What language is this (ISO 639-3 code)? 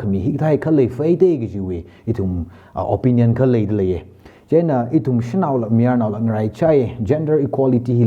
nmf